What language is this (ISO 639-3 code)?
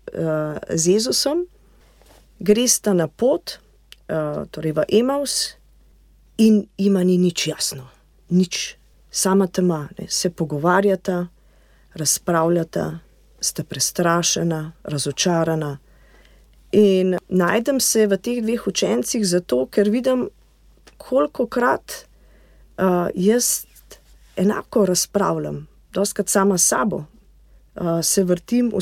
slv